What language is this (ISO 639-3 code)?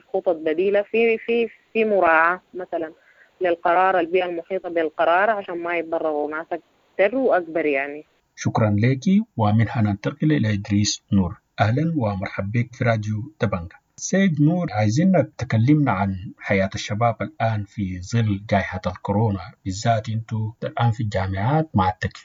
apd